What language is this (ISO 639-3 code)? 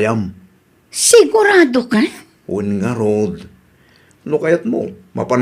ilo